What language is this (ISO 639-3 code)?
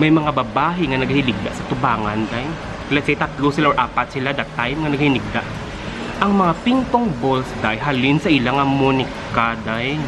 hil